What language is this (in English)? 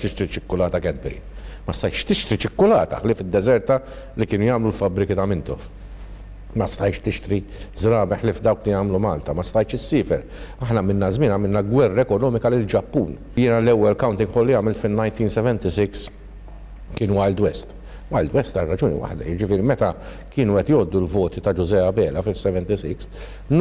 Maltese